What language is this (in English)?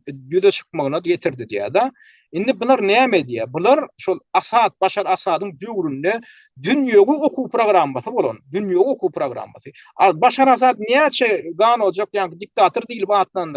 Turkmen